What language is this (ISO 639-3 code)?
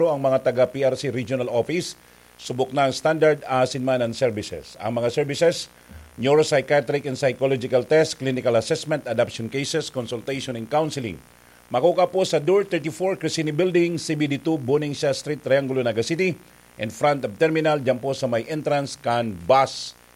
bik